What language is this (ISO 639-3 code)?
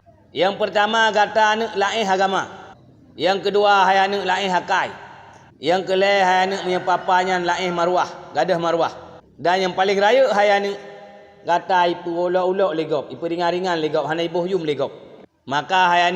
ace